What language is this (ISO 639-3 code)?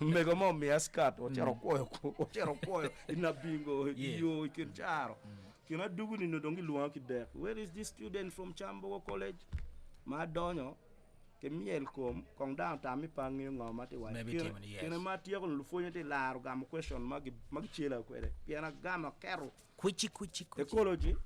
ach